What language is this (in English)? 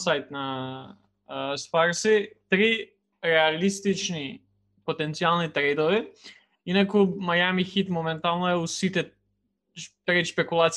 Macedonian